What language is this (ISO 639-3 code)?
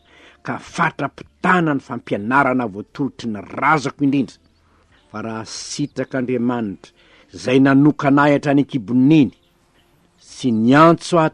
mlg